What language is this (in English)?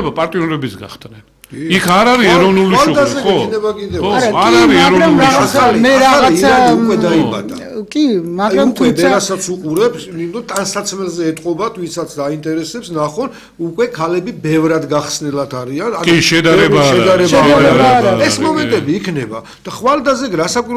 Georgian